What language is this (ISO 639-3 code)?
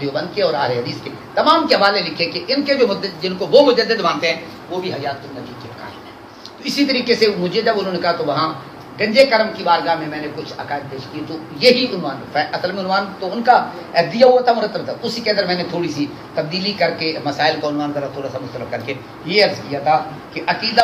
urd